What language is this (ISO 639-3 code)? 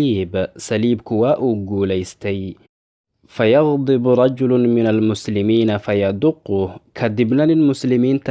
som